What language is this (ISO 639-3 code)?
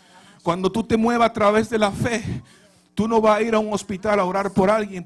spa